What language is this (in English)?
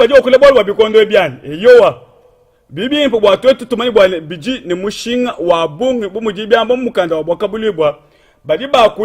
Luba-Lulua